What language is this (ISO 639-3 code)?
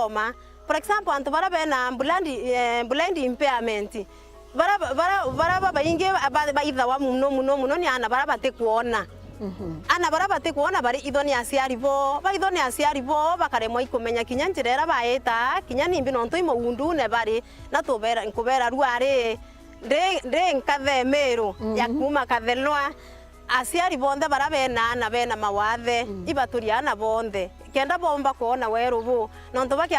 mer